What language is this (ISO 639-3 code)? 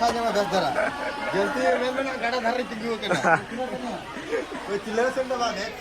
sat